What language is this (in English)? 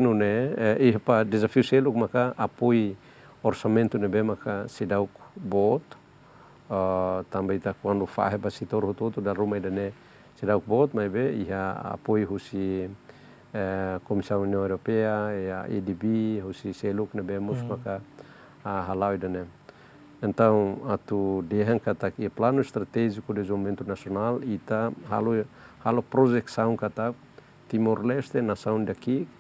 Tetum